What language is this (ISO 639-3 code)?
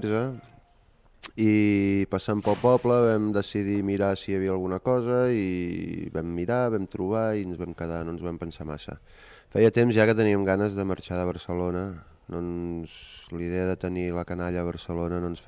cat